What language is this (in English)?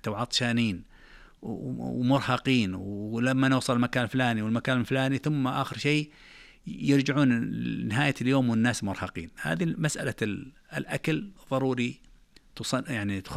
Najdi Arabic